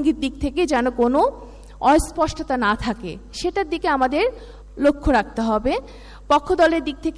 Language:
Bangla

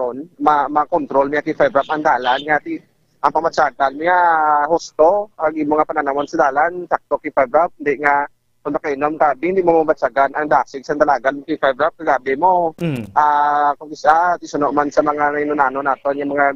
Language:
Hiligaynon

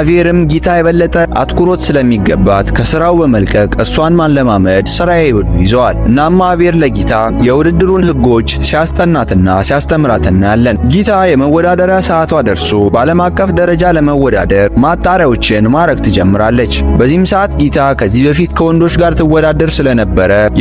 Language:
Amharic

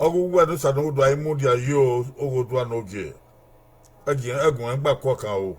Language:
Bini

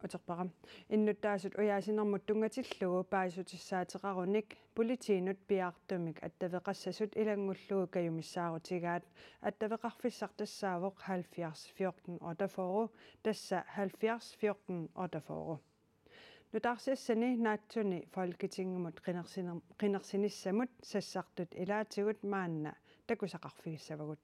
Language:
Kalaallisut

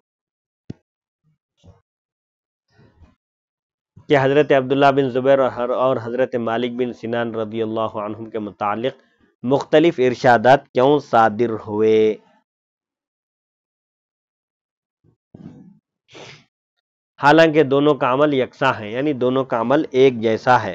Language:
Urdu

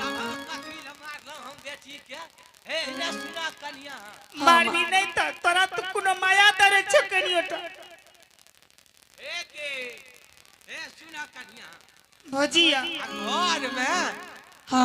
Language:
Angika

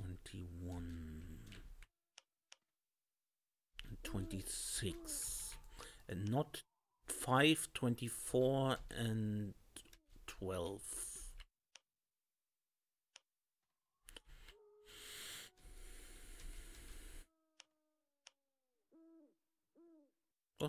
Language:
English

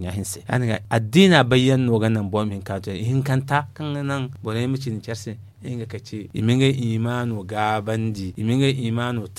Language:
Zarma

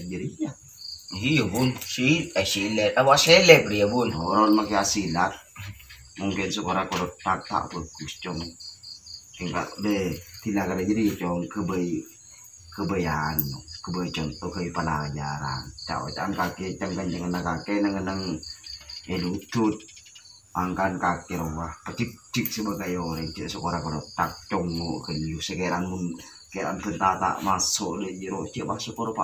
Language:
Madurese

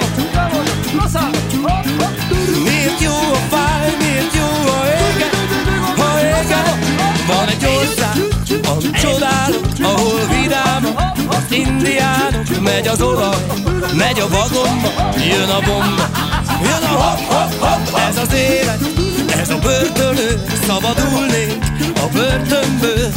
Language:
Hungarian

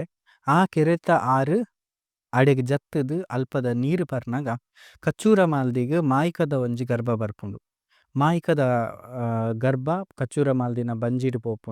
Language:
Tulu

